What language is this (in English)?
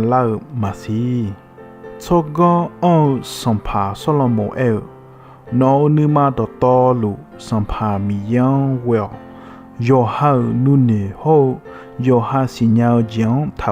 Akha